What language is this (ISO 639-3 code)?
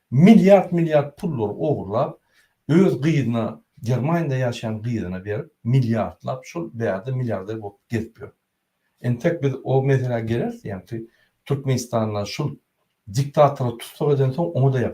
tuk